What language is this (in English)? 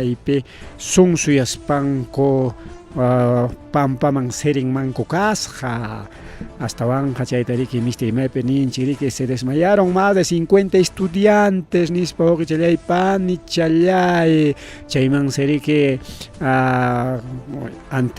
Ayacucho Quechua